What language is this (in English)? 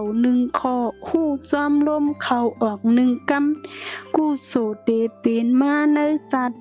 Shan